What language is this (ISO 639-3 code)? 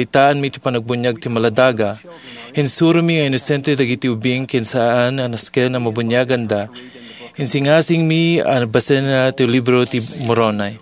ilo